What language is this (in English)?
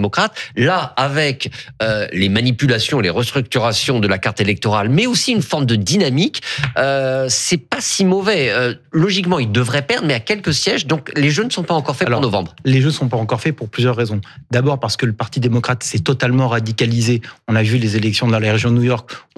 French